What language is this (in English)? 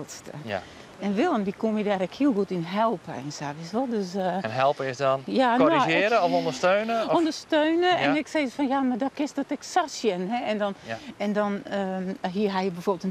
Western Frisian